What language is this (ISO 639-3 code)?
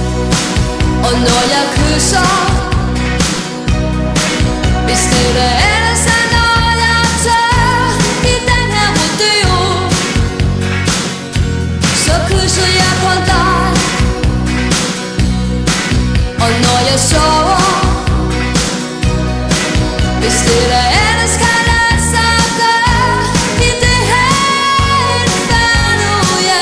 dan